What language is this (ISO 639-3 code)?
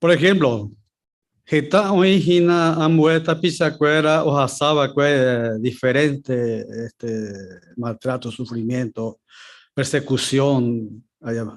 grn